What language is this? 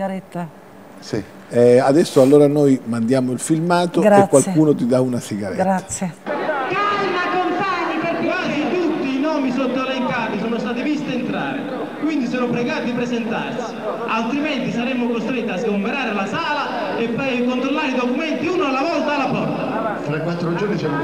Italian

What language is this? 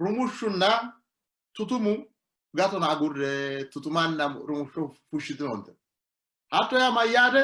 Sidamo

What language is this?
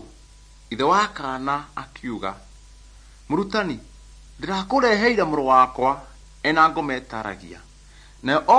Kikuyu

